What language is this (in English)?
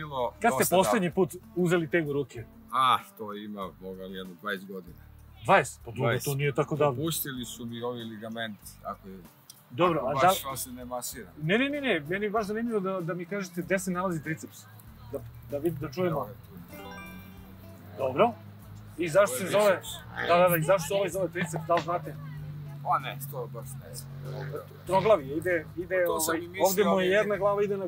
Serbian